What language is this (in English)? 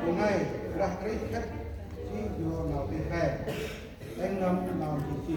Central Mnong